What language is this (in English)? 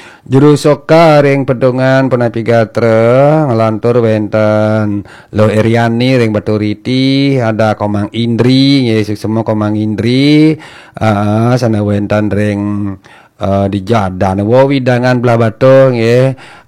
Balinese